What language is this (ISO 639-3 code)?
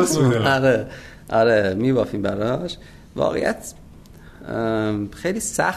fas